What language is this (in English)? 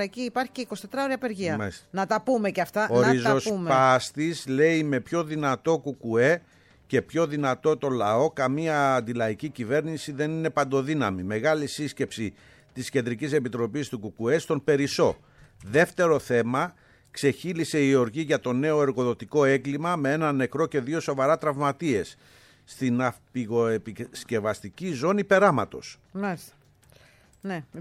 Greek